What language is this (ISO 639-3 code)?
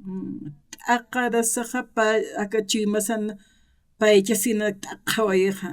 aym